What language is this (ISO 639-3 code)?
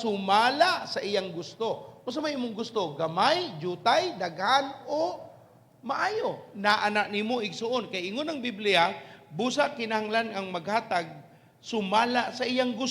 ceb